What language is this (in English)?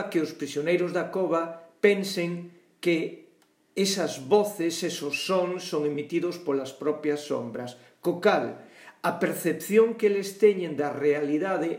Galician